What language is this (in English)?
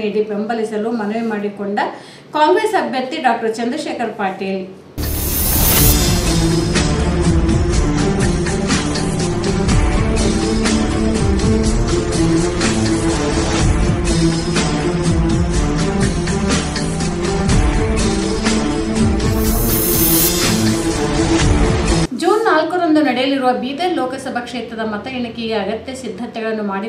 Kannada